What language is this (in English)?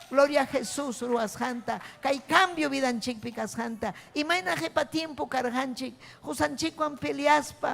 Ayacucho Quechua